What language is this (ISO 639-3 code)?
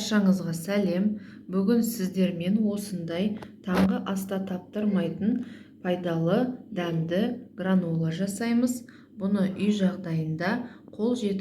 kaz